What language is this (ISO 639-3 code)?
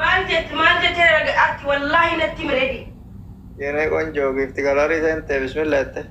orm